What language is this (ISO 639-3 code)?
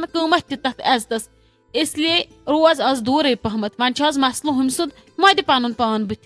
kas